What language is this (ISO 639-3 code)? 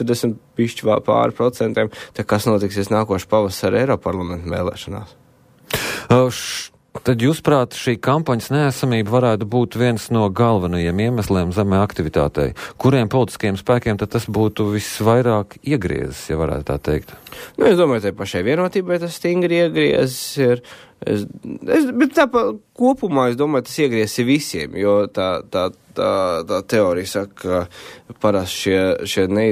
lav